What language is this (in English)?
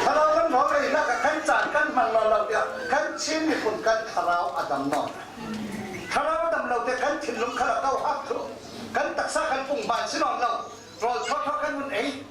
Falam Chin